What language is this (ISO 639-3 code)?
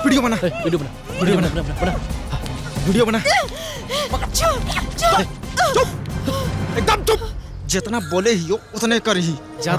mag